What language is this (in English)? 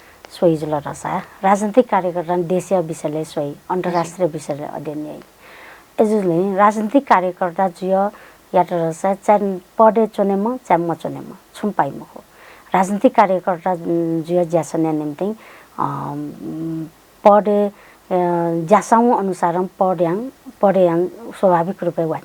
Newari